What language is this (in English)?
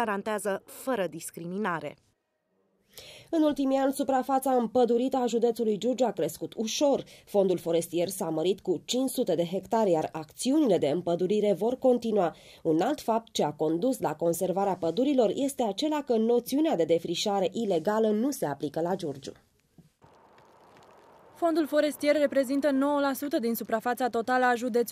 Romanian